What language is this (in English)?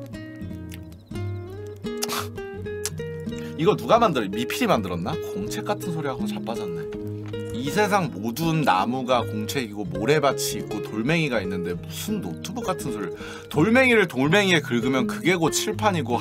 Korean